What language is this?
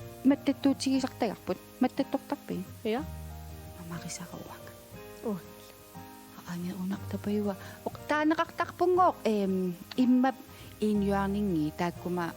Kalaallisut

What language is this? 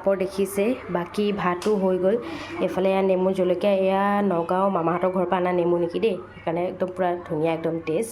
Assamese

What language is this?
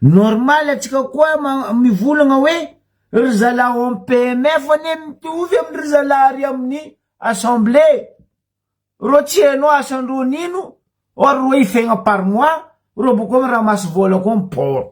Malagasy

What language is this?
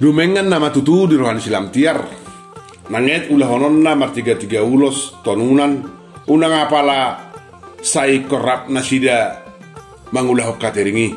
Batak Toba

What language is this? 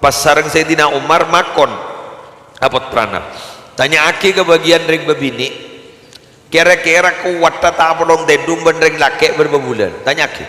Madurese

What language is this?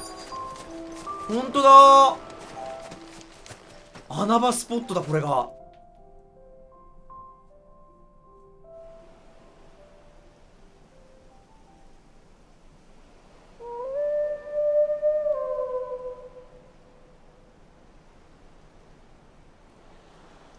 Japanese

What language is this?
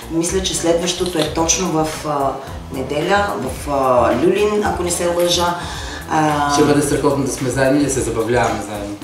Bulgarian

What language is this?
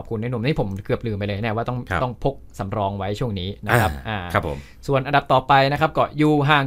Thai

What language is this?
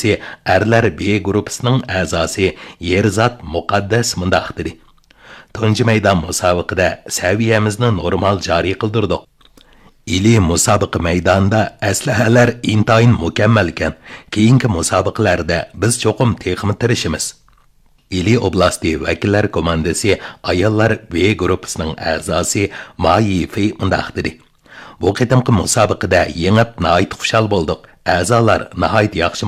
Uyghur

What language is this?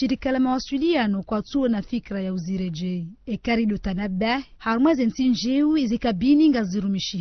Ngazidja Comorian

